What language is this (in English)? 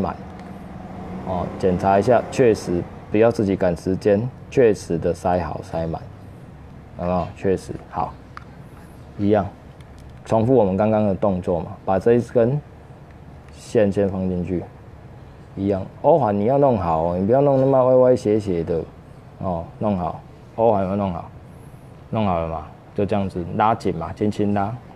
Chinese